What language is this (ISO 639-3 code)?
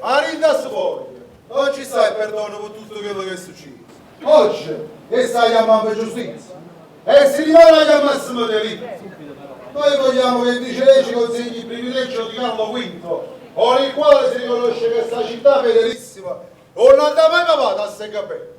nap